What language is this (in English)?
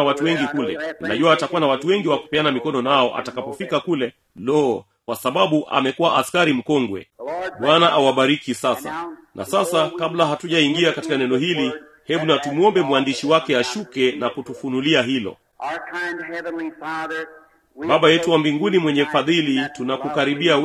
Swahili